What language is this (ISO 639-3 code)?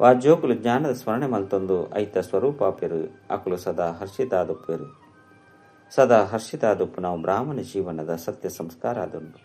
tcy